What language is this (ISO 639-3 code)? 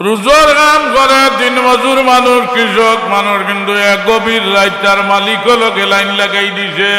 syl